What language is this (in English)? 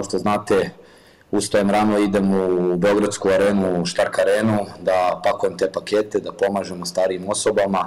Serbian